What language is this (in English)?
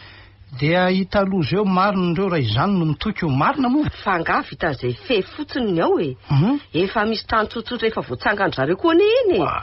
Malagasy